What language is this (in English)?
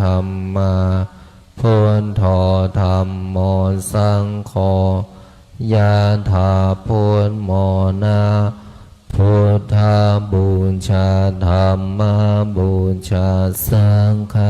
Pali